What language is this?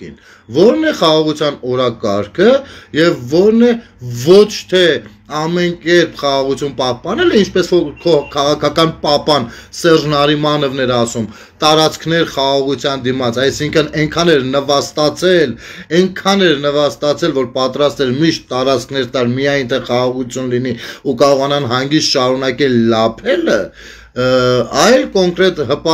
Armenian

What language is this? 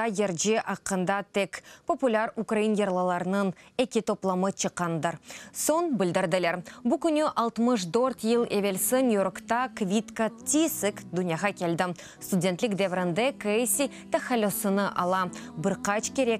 Crimean Tatar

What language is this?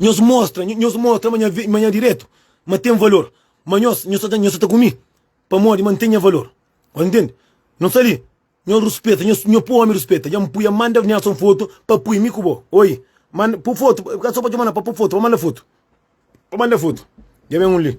Kabuverdianu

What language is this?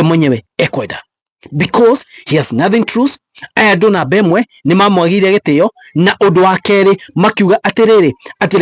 Kikuyu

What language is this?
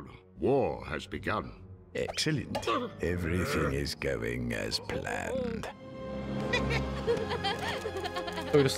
Czech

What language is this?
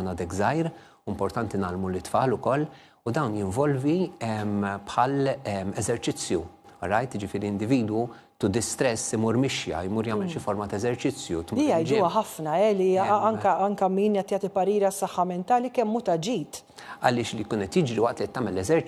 Maltese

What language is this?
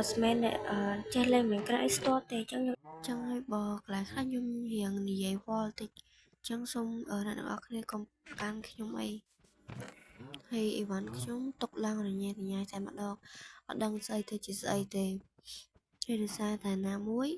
Khmer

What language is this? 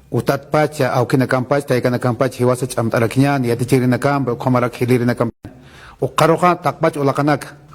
Aymara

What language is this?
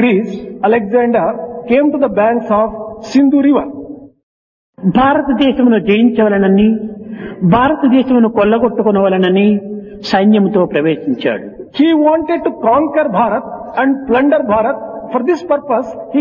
Telugu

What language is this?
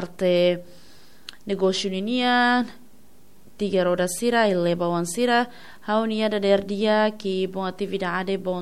Tetum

